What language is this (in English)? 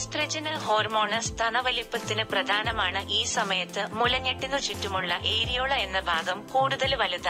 Malayalam